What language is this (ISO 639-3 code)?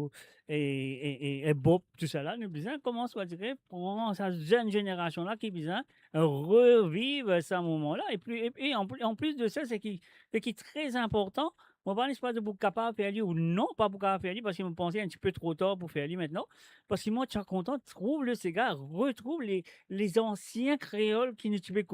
mfe